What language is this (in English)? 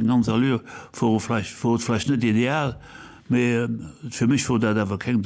Luxembourgish